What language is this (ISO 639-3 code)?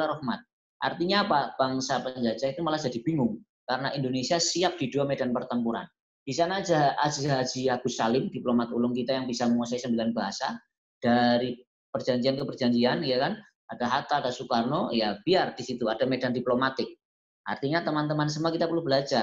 ind